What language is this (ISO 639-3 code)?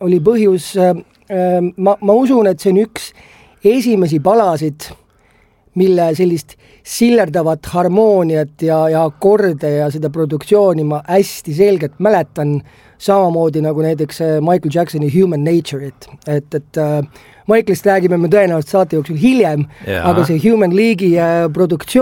est